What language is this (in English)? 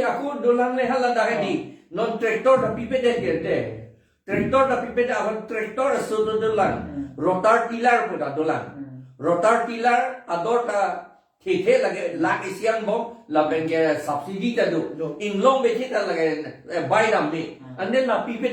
Karbi